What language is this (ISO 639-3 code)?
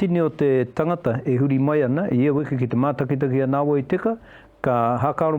mri